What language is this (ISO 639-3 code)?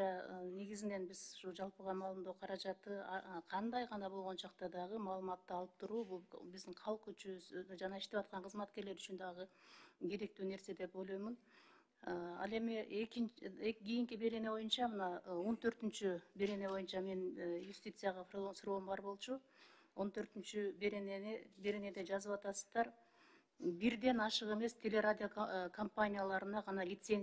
kir